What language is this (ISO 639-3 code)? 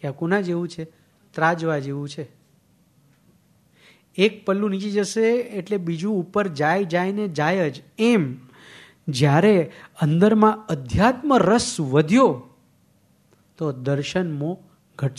guj